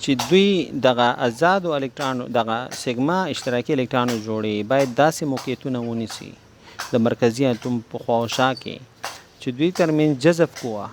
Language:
Pashto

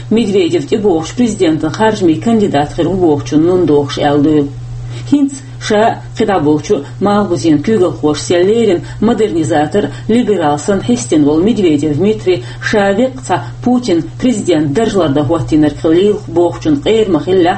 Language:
Chechen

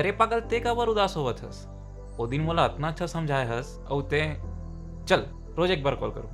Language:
Chhattisgarhi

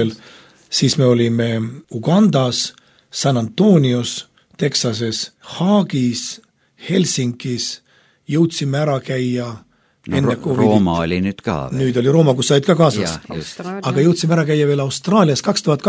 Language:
Estonian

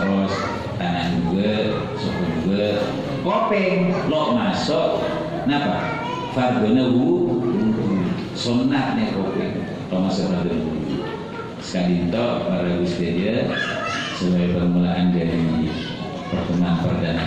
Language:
Madurese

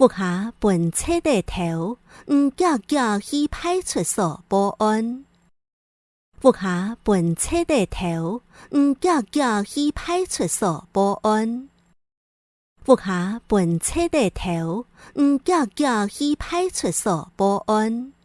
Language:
Hakka Chinese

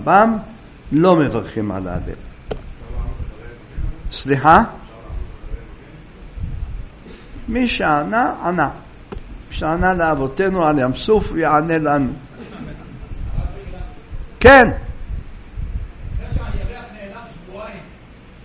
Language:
Hebrew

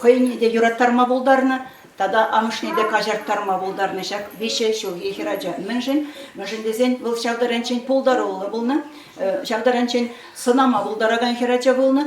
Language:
Chuvash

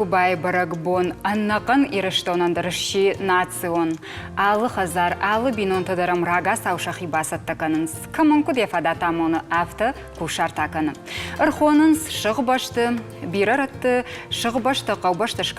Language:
Ossetic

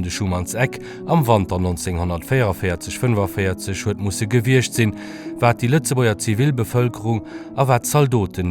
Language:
Luxembourgish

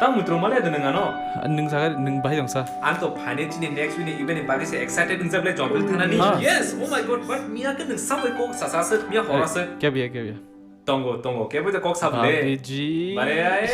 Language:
Kok Borok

